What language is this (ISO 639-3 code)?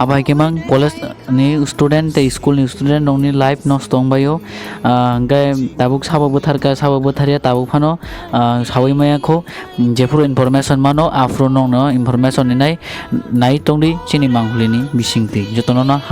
trp